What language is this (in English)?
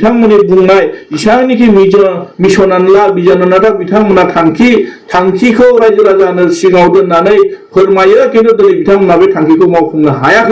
Bodo